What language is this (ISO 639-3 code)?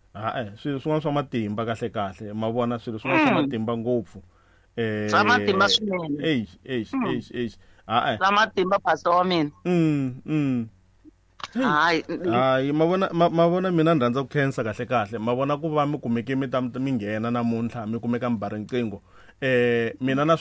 tso